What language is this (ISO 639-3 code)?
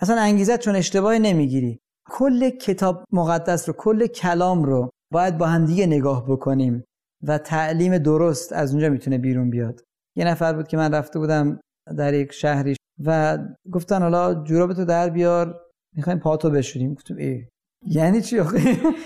fas